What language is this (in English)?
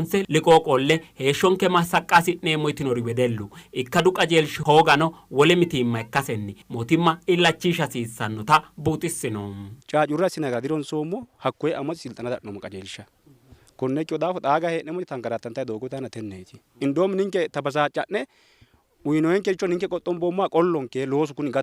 Sidamo